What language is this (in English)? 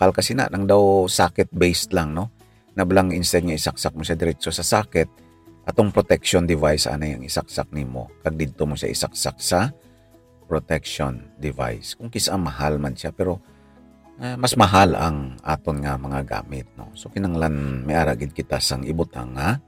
Hiligaynon